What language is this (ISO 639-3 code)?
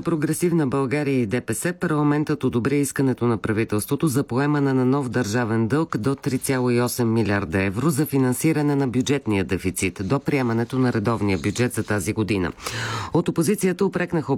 bul